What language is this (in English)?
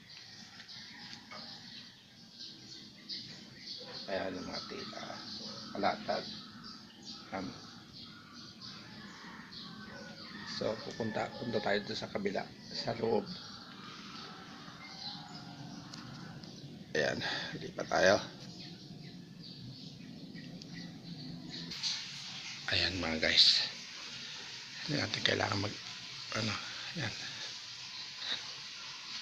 Filipino